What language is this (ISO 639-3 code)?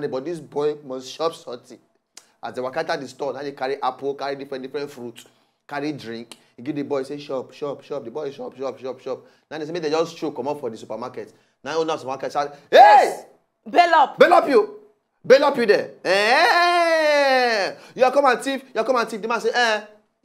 pcm